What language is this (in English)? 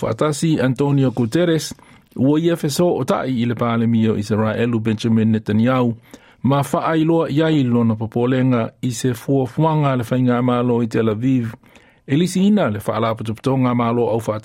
Samoan